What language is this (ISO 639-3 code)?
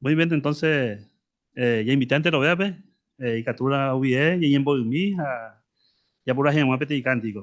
grn